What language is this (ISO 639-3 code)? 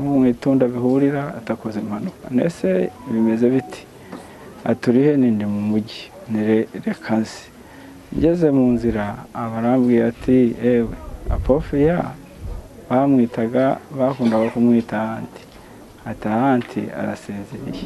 kin